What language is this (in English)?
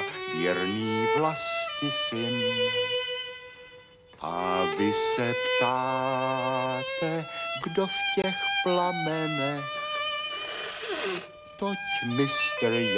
Czech